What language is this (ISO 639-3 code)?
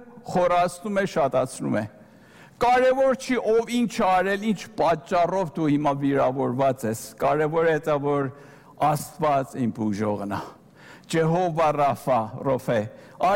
hye